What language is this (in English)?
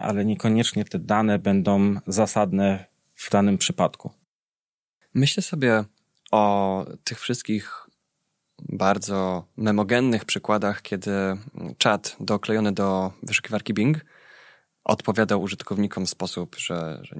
Polish